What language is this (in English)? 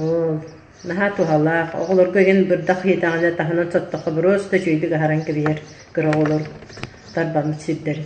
Yakut